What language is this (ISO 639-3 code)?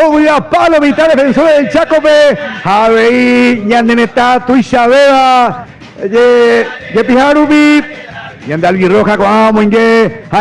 grn